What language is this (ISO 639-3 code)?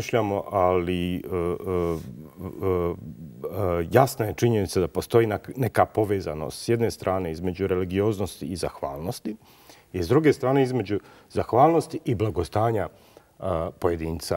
bos